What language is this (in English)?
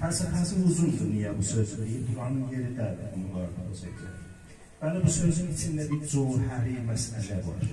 South Azerbaijani